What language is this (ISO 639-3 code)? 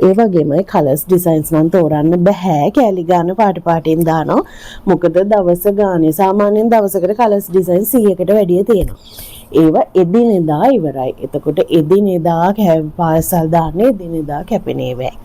sin